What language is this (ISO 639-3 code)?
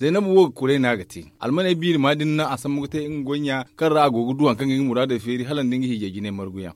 dje